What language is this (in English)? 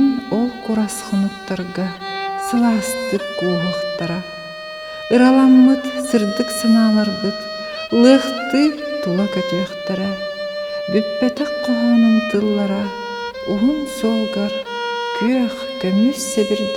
Yakut